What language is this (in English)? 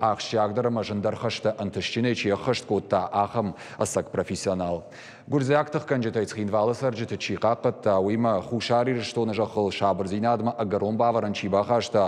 Ossetic